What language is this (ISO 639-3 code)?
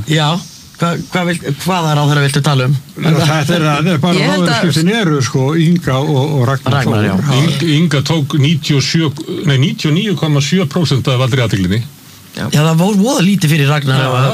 isl